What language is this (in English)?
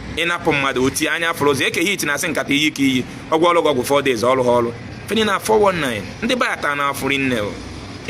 Igbo